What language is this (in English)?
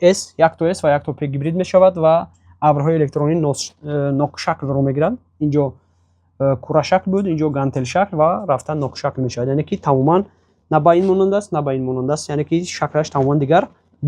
Tajik